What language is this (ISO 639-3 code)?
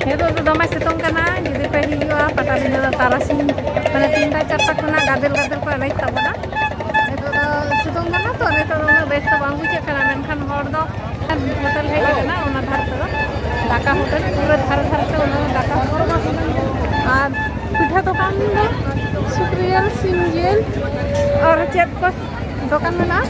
sat